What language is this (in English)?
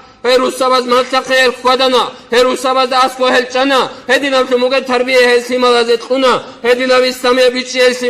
Avaric